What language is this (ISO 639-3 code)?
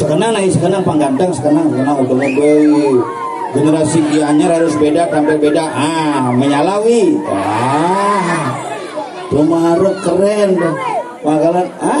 ban